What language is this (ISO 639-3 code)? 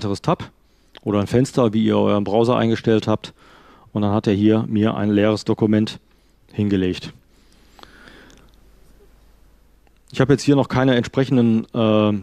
deu